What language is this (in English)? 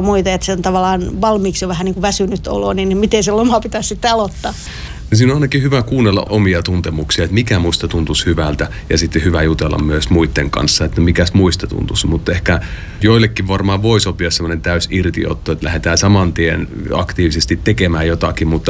Finnish